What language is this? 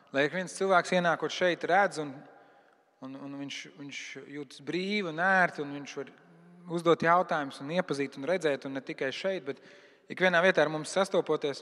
Latvian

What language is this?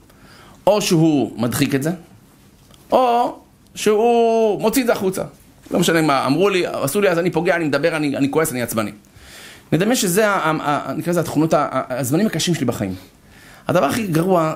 Hebrew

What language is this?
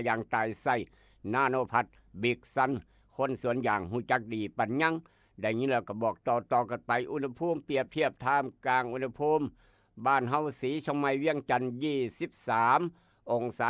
Northeastern Thai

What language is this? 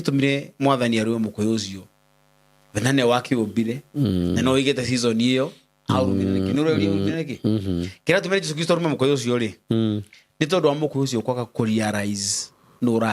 Kikuyu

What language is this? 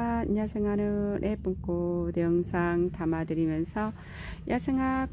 Korean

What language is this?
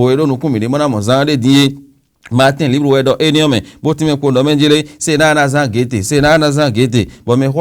Fon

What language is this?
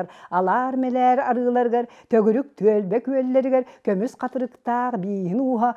Yakut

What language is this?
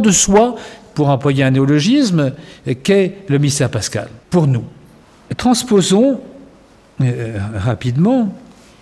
French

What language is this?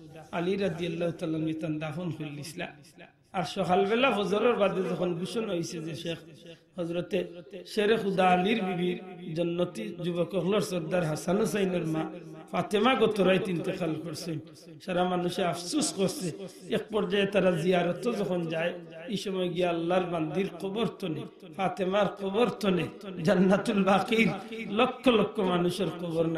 Sylheti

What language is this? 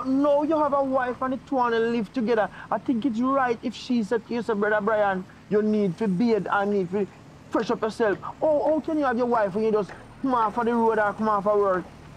Jamaican Creole English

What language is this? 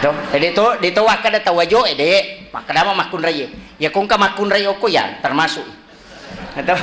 Buginese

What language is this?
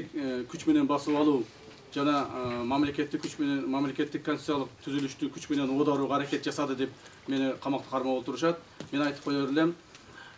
Kyrgyz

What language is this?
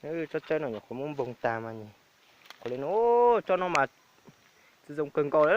Hmong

